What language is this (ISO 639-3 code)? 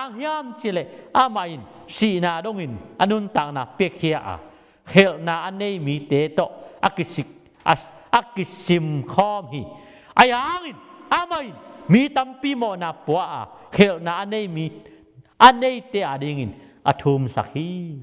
ctd